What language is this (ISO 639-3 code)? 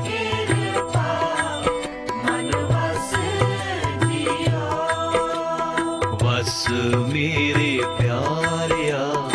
pan